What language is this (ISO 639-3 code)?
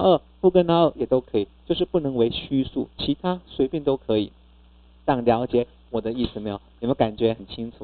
zho